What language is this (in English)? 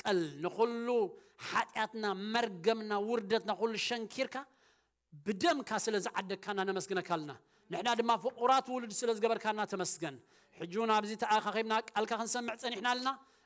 Tigrinya